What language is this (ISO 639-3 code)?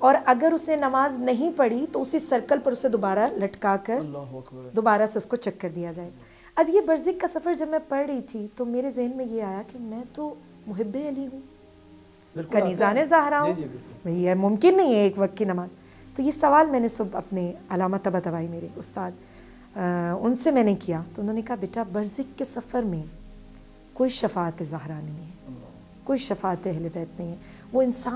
urd